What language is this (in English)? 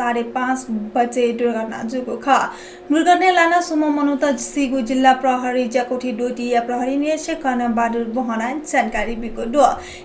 Newari